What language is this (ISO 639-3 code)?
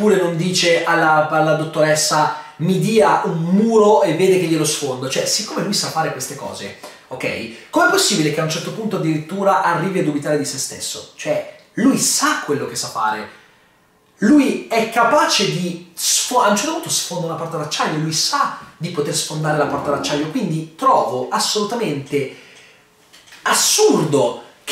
ita